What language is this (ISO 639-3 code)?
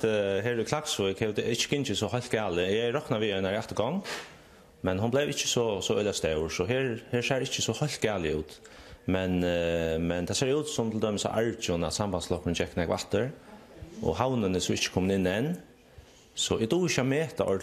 fao